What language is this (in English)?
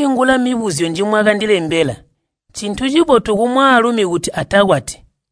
Tonga (Zambia)